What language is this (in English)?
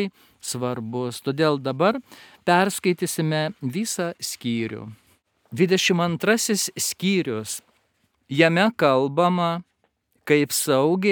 Lithuanian